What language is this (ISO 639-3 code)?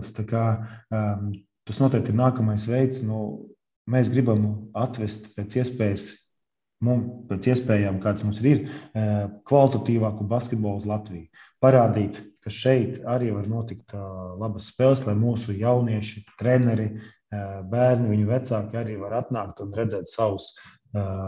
lav